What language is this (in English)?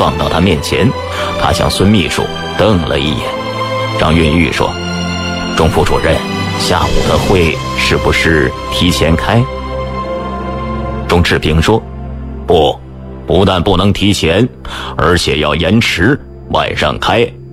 Chinese